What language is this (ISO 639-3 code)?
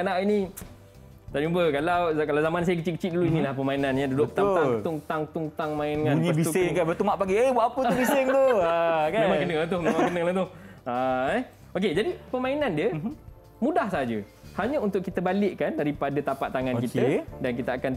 msa